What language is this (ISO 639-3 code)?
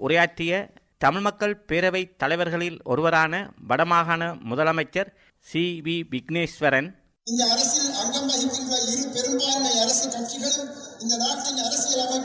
tam